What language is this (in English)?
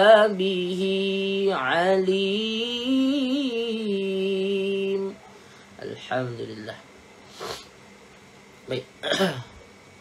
Malay